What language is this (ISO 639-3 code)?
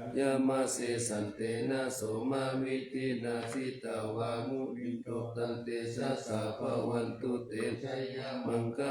pli